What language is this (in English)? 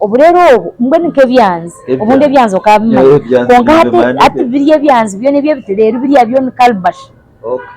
Nyankole